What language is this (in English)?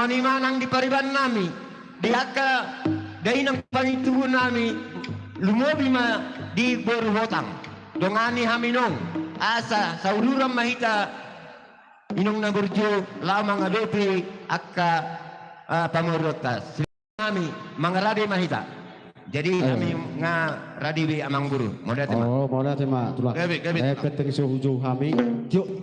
Batak Toba